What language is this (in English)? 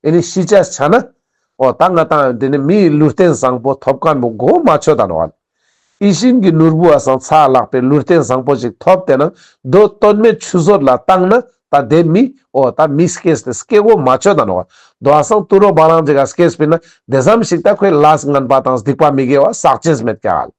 Ladakhi